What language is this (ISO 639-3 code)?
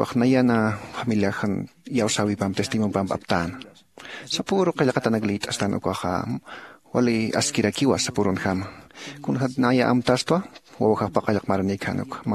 aym